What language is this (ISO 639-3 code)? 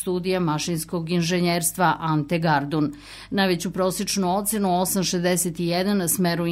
srp